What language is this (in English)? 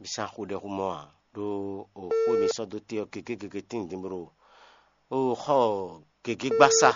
Fon